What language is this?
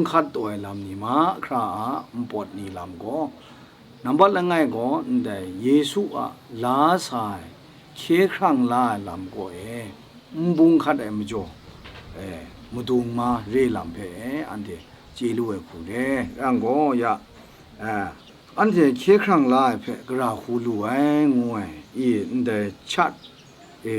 Kachin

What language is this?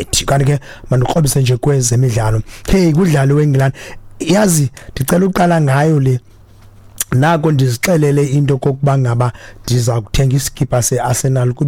Xhosa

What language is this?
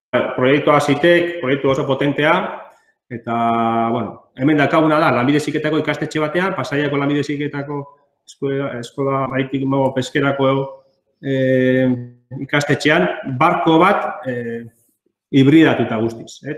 Basque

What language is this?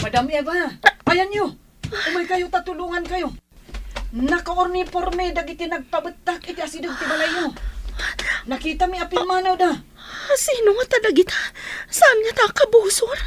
Iloko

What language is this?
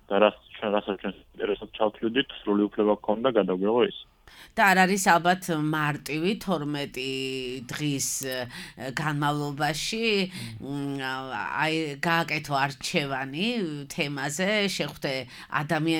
Georgian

